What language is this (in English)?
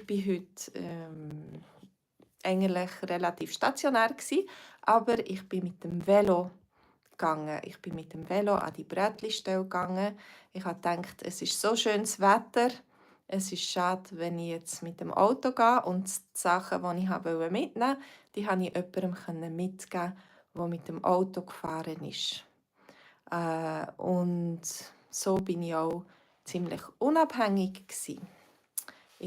Swiss German